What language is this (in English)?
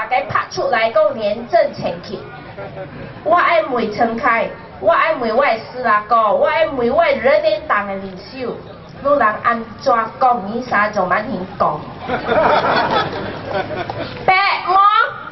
Min Nan Chinese